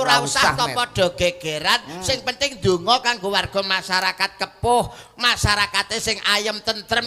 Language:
Javanese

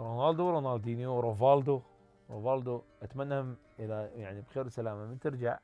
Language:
Mesopotamian Arabic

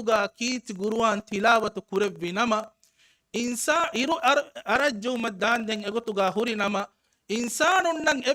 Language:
Divehi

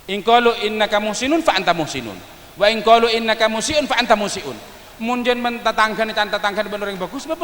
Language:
Madurese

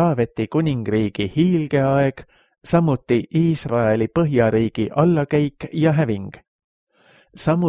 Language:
Estonian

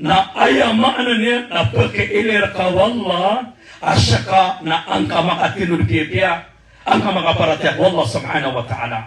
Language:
Maranao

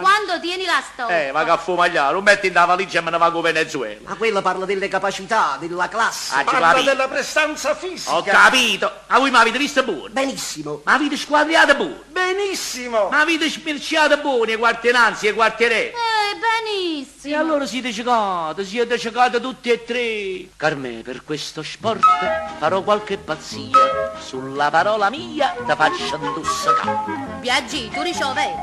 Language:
Neapolitan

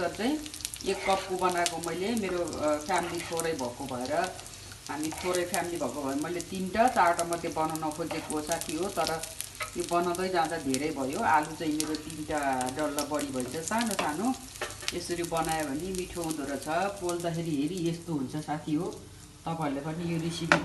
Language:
Nepali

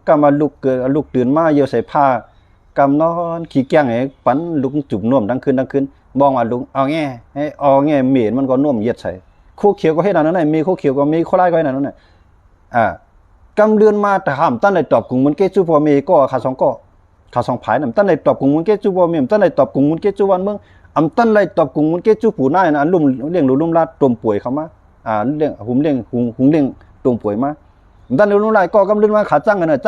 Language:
Shan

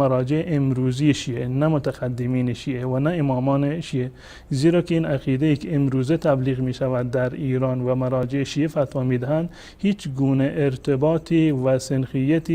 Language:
Persian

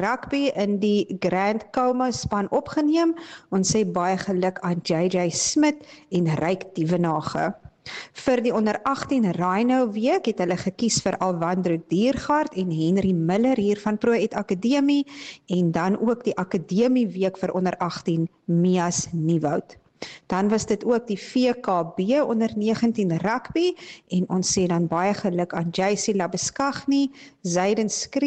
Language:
Afrikaans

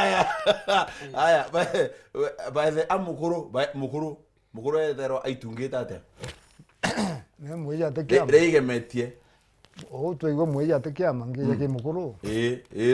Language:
Meru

